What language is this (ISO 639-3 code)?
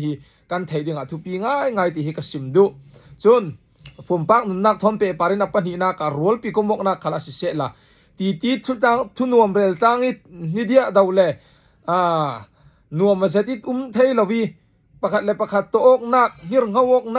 cfm